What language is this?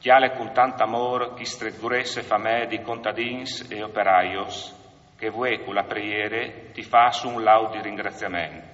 Friulian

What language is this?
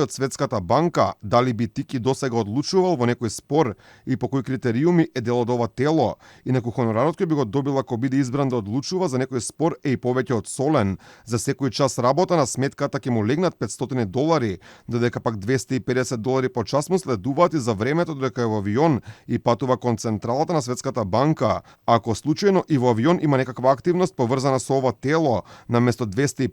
Macedonian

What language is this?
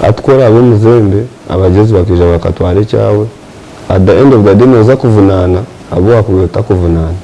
Nyankole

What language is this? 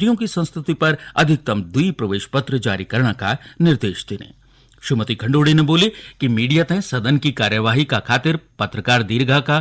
Garhwali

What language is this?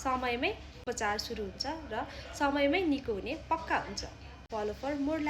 Nepali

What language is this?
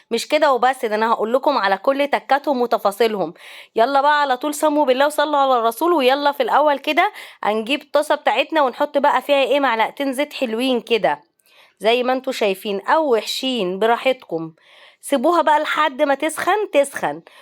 Egyptian Arabic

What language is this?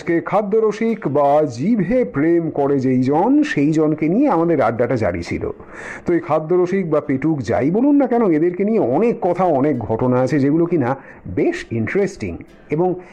Bangla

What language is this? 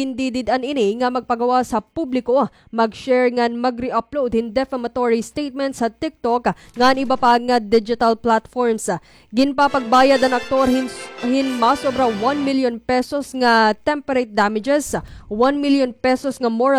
Waray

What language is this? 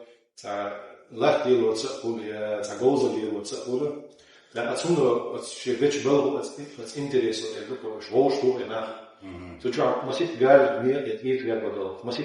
Chechen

